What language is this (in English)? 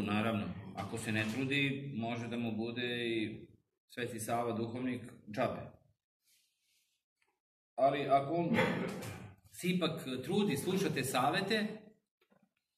Serbian